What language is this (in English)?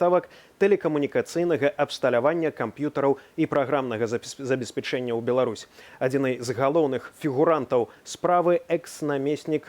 Belarusian